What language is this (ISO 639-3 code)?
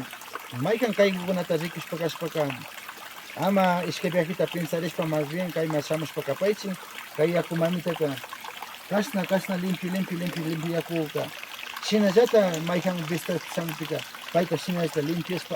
qvi